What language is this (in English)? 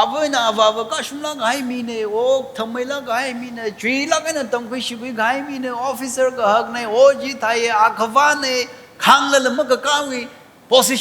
Tangkhul Naga (India)